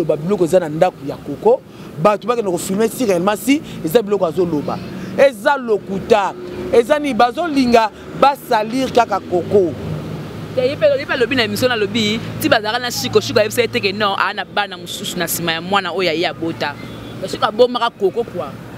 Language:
Lingala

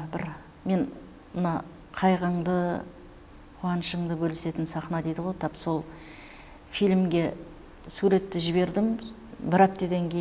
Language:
Kara-Kalpak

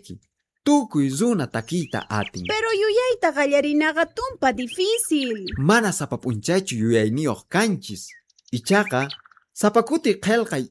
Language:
Quechua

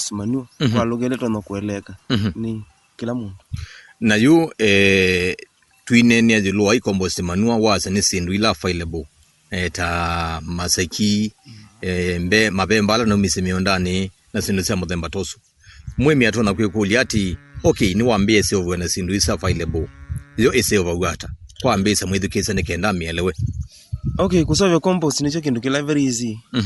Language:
Kamba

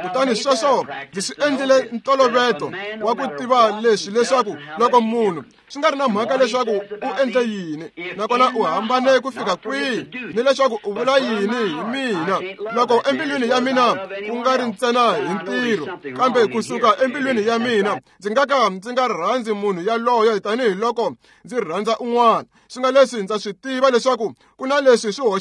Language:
Tsonga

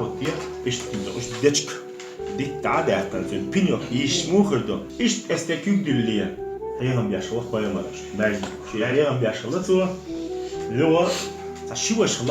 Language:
Chechen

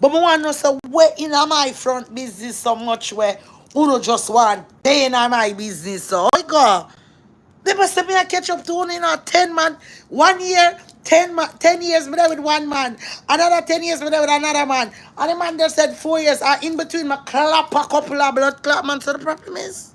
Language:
Jamaican Creole English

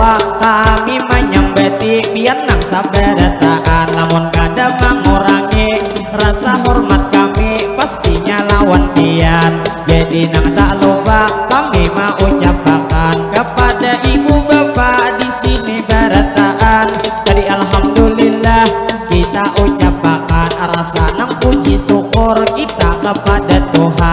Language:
Banjar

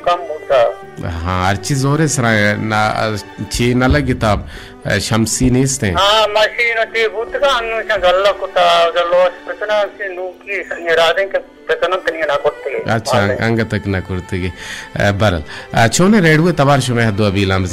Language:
Baluchi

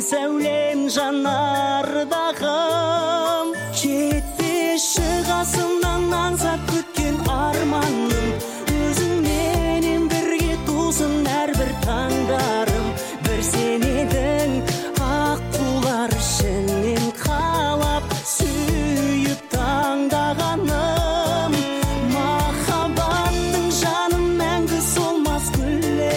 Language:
Kazakh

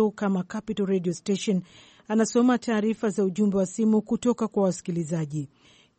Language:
Swahili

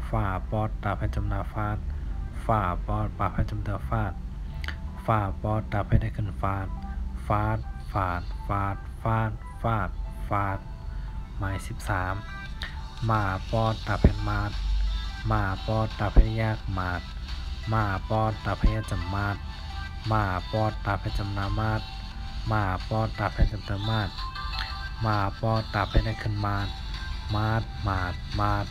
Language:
Shan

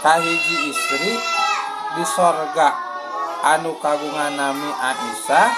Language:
Sundanese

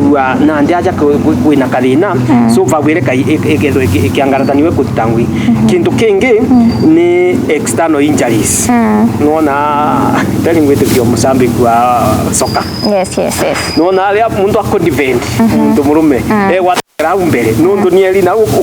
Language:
Meru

